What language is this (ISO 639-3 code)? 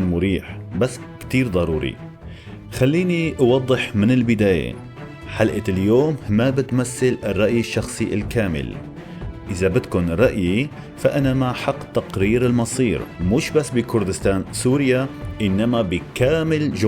apc